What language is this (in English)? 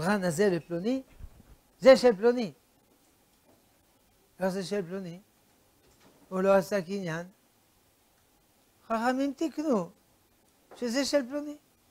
Hebrew